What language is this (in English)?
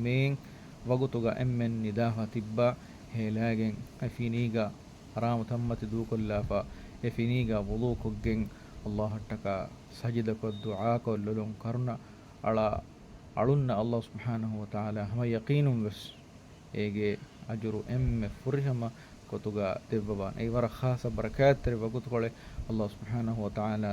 Divehi